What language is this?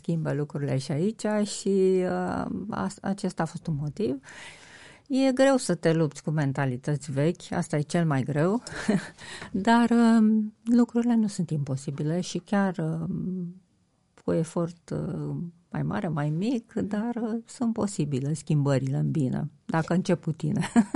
Romanian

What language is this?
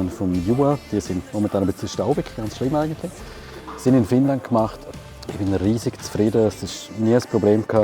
Swiss German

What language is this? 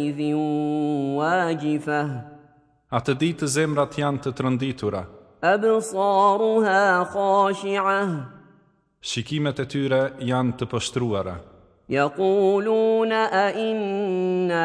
Albanian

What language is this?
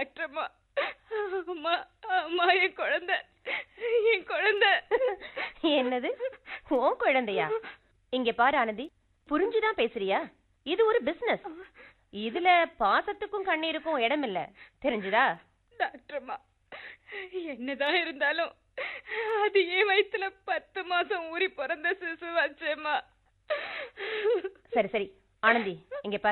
Tamil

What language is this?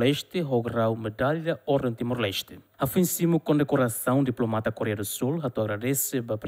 Tetum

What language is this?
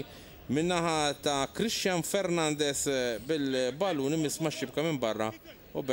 Maltese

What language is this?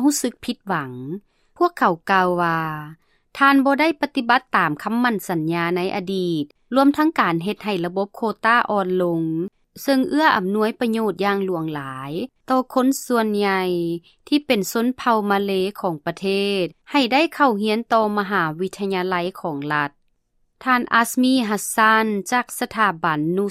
Lao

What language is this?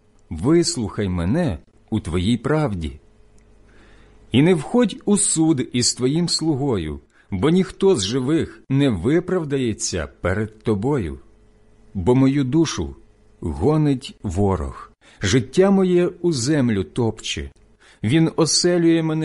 Ukrainian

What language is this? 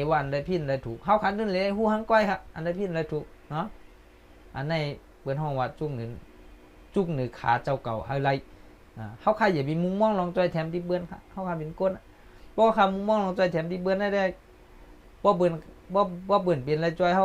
Shan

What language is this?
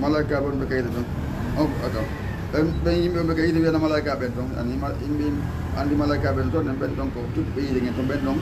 Fula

